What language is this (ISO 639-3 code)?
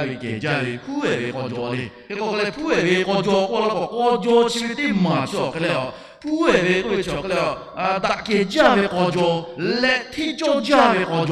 lhu